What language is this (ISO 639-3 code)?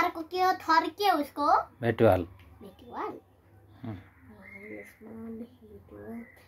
nep